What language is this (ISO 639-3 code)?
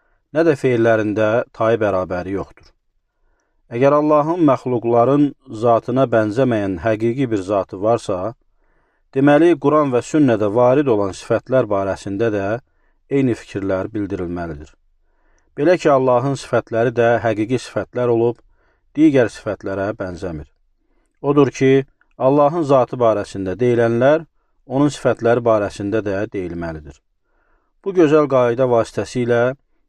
aze